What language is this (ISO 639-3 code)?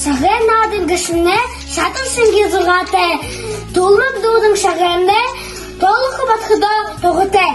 bua